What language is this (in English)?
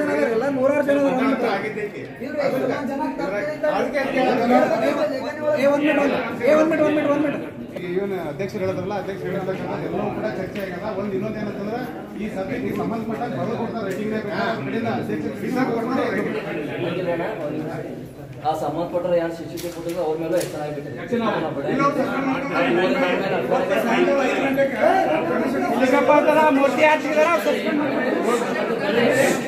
Kannada